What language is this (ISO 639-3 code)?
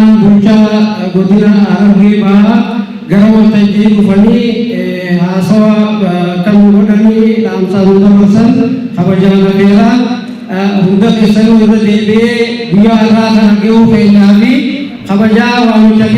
orm